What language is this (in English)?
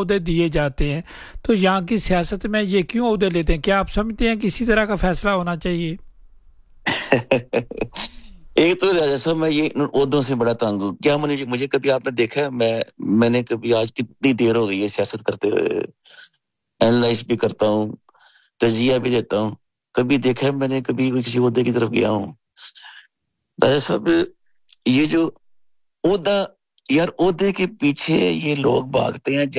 Urdu